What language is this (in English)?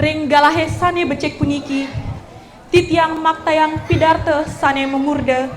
Balinese